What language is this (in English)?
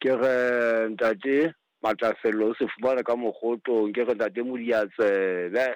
Southern Sotho